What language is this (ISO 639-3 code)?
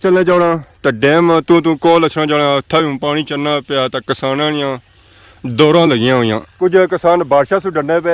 phr